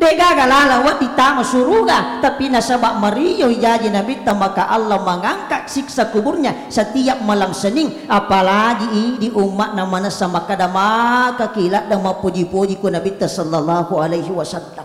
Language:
Buginese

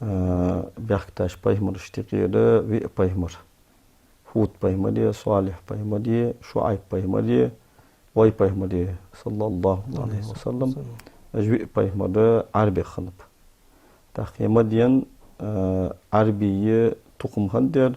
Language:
Ingush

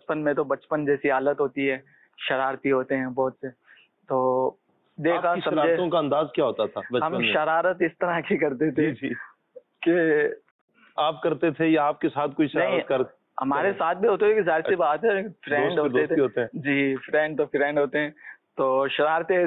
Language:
Urdu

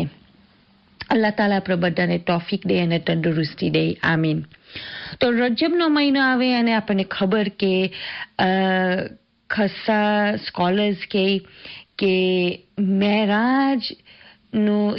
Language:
Gujarati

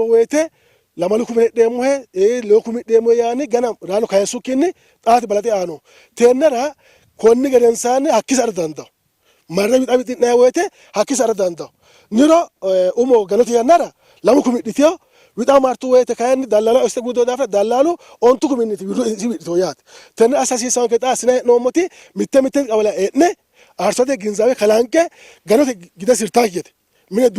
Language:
Sidamo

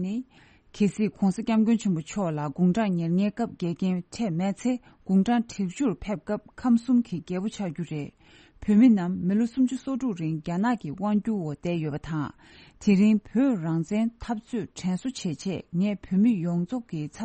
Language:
Tibetan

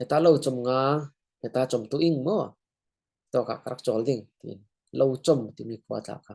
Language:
Falam Chin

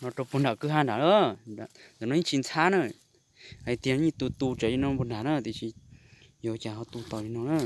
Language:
Hmong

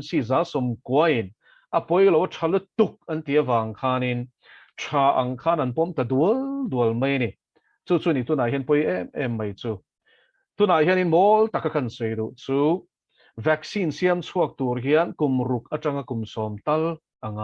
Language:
Mizo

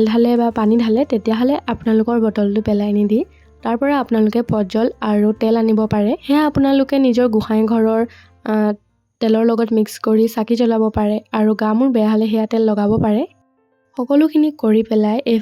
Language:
Assamese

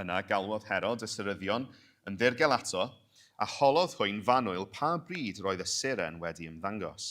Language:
Welsh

